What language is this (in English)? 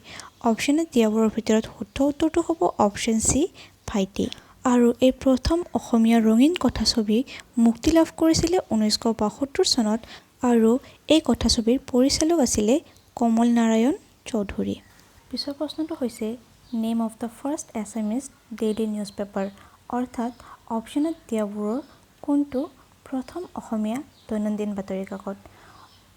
Assamese